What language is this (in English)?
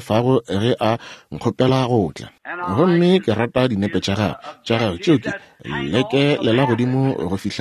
Northern Sotho